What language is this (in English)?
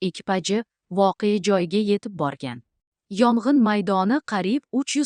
Uzbek